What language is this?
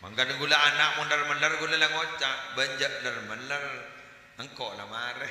Madurese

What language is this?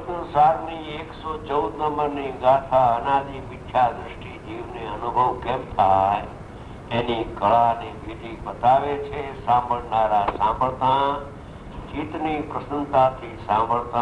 Gujarati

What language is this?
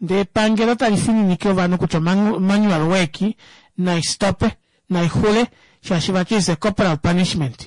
Kuanyama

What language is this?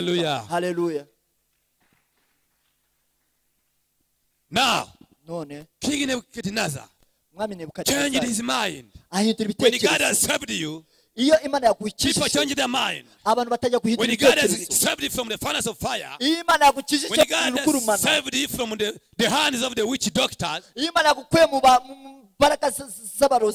Kinyarwanda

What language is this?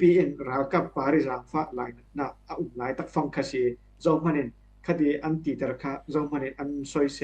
Falam Chin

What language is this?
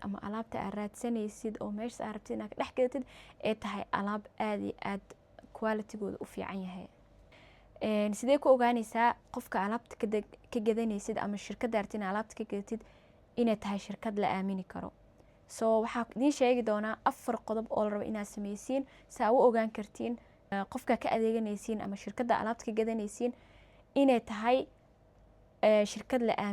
Somali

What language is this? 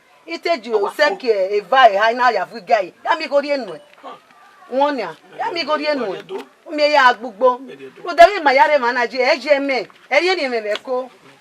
Bini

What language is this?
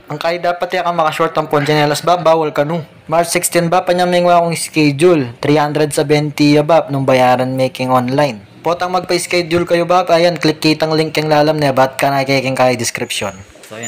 Pampanga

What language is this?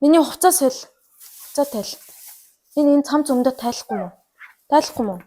Mongolian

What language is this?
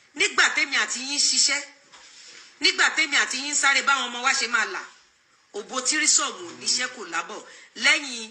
Yoruba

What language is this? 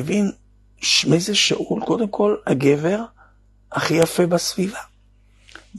Hebrew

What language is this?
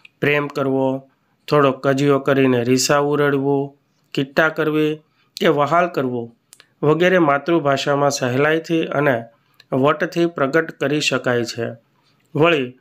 Gujarati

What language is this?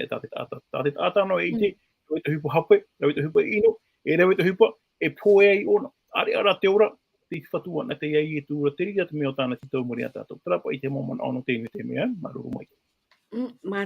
Tahitian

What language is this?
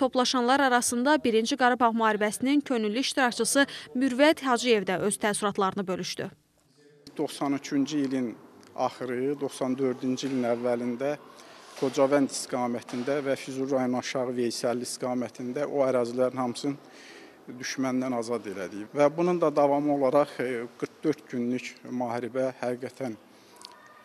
Azerbaijani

